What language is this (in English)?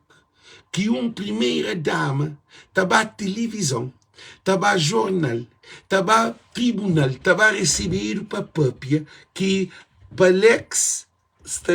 Kabuverdianu